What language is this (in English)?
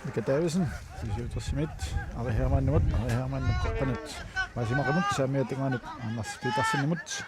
Kalaallisut